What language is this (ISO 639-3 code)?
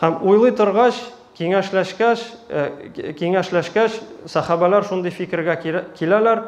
tat